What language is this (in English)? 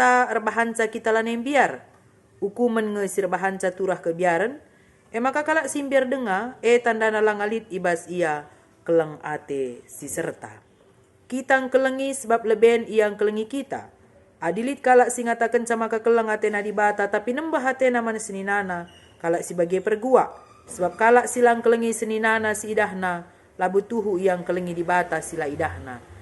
Batak Karo